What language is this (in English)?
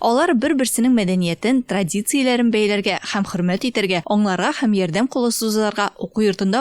Tatar